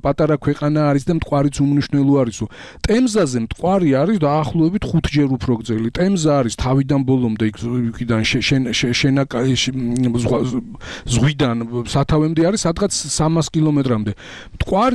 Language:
Georgian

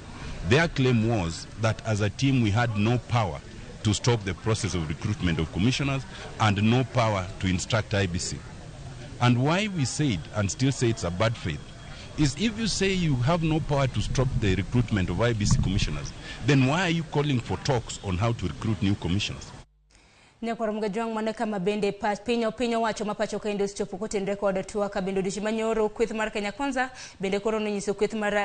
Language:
Luo (Kenya and Tanzania)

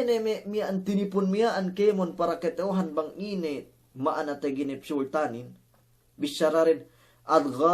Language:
Yakan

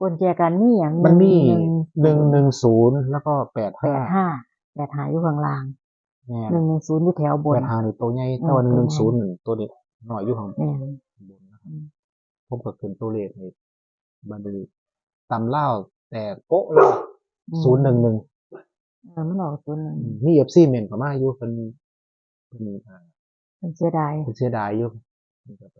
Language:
Northeastern Thai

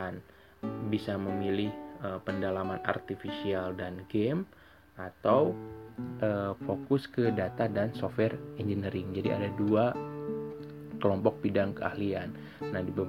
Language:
Indonesian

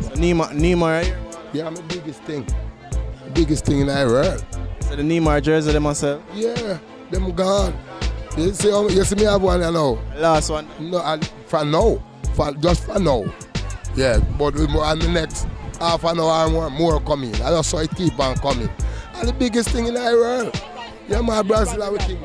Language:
Jamaican Creole English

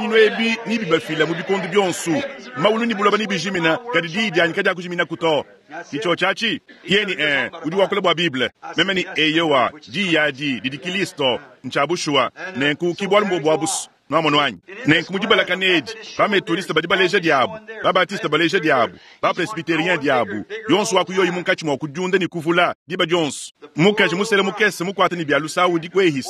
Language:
Luba-Lulua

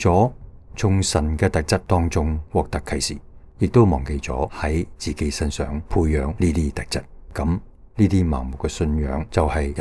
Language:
Cantonese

